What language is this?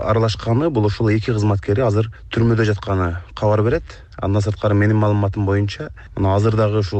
Kyrgyz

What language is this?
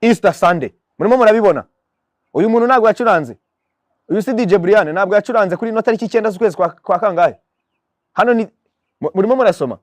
Kinyarwanda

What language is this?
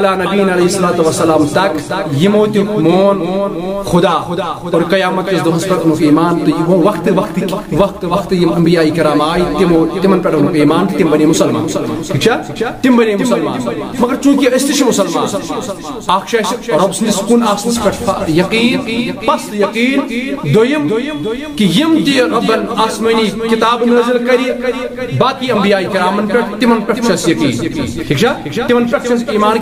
Kashmiri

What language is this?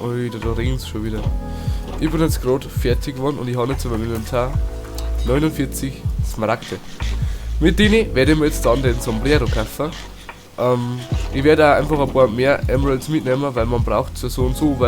Bavarian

